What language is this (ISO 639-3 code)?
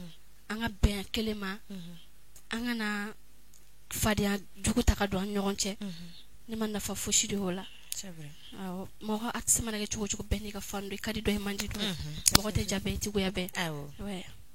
bam